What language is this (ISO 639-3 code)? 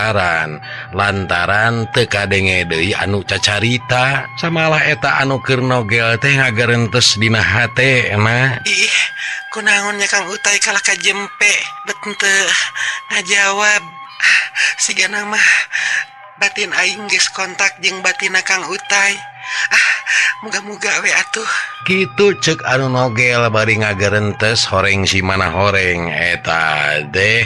sun